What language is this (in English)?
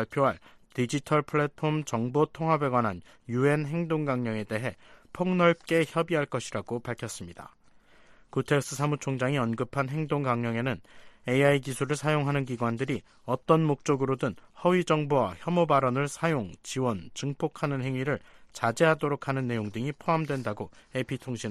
Korean